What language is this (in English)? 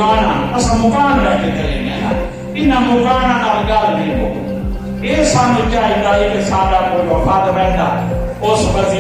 Saraiki